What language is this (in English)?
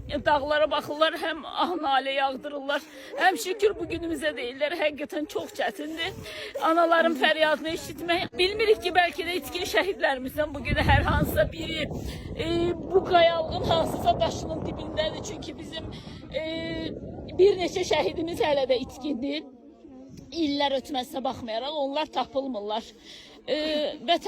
Azerbaijani